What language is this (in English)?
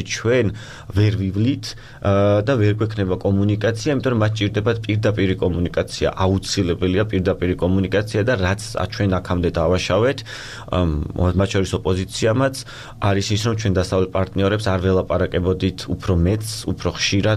Georgian